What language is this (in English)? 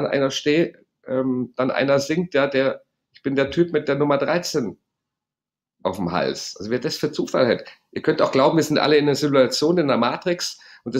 German